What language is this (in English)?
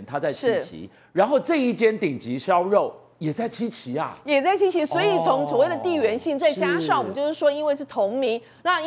Chinese